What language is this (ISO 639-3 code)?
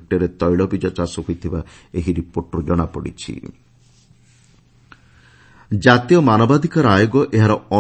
ori